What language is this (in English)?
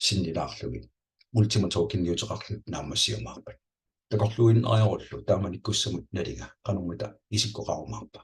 Kalaallisut